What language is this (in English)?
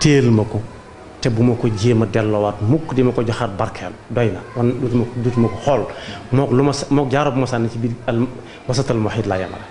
Wolof